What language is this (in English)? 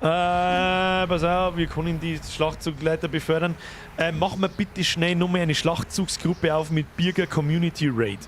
Bavarian